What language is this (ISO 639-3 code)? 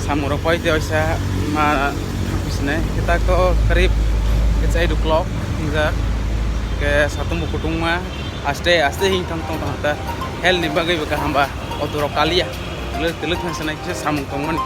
trp